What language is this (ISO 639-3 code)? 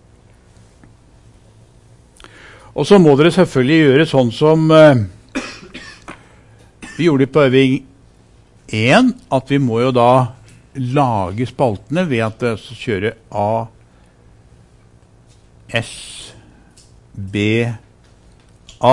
nor